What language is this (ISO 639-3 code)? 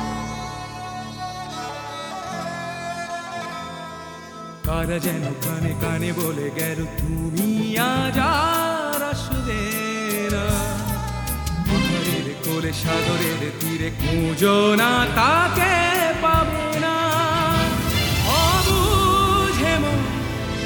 ben